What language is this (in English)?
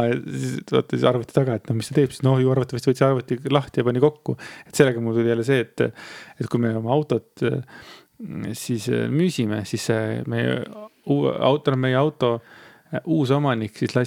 Estonian